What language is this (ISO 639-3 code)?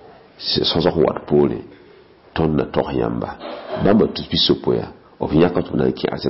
mos